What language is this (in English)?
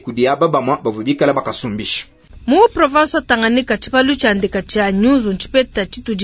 Luba-Lulua